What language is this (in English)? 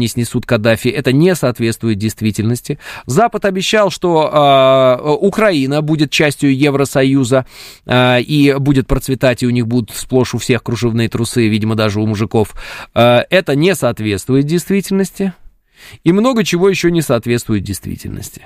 Russian